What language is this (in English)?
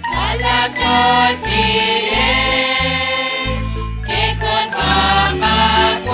Kekchí